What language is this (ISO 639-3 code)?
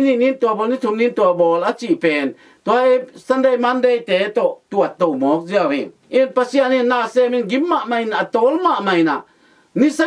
ctd